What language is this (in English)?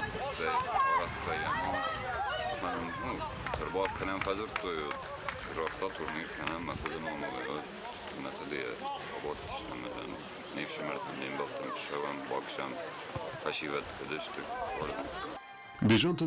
Ossetic